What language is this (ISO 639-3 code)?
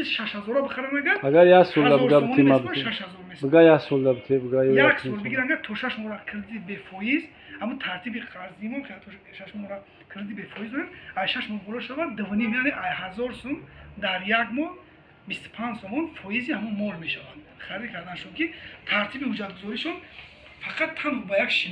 tgk